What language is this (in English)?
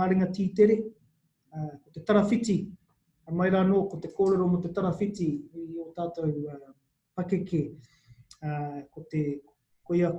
Māori